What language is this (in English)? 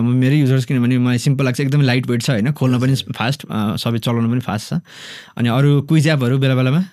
Nepali